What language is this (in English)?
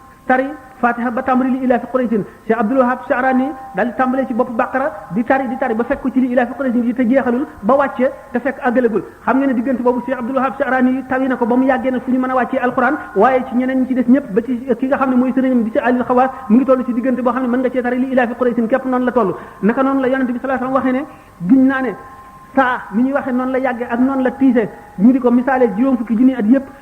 Wolof